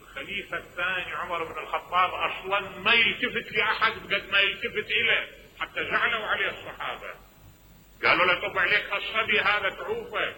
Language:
Mesopotamian Arabic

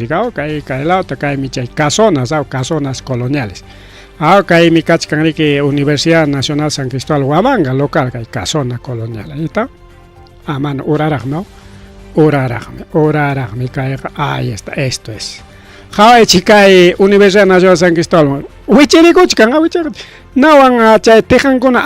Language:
Ayacucho Quechua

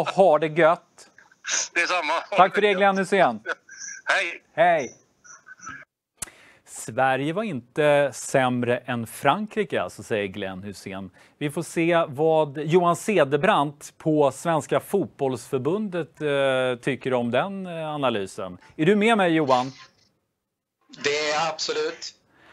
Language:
Swedish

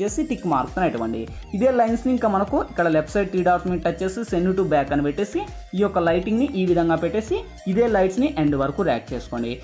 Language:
Telugu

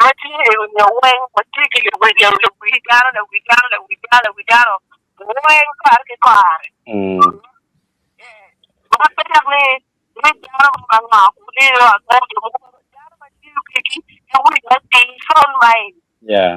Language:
Acoli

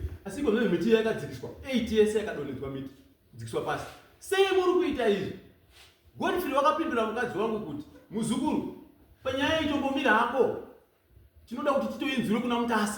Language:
Shona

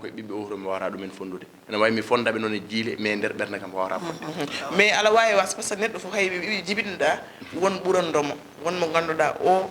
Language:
Fula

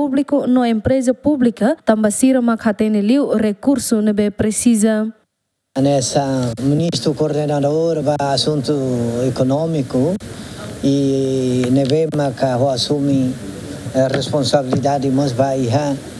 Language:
Tetum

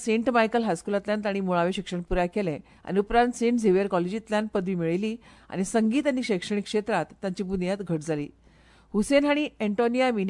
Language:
Konkani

